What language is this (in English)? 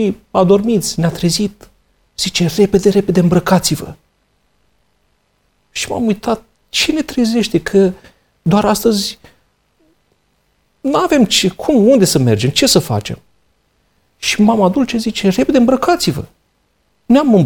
Romanian